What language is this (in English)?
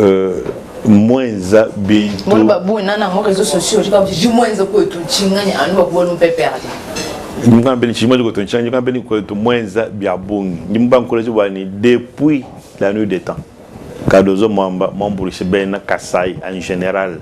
Luba-Lulua